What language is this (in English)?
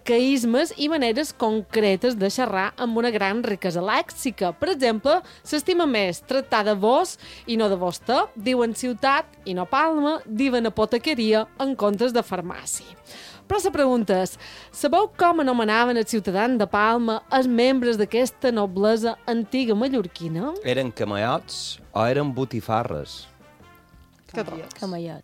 Catalan